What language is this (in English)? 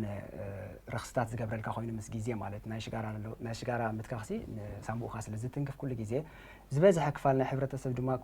Tigrinya